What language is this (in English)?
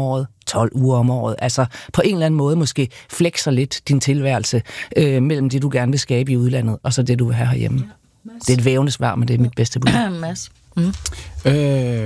Danish